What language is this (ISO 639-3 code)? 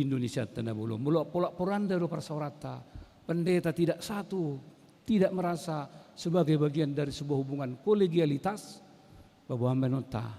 bbc